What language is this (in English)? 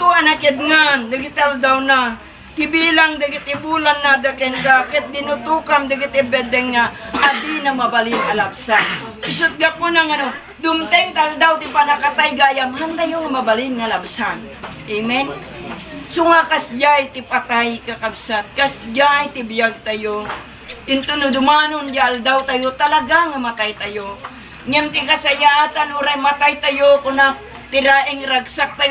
Iloko